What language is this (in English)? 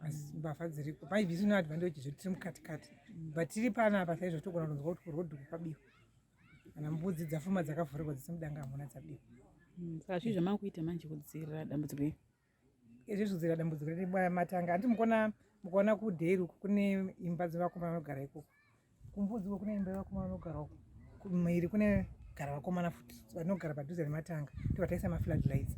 Shona